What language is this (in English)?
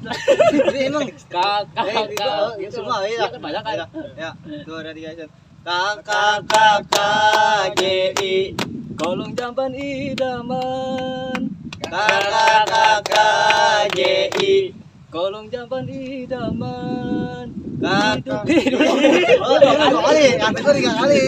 Betawi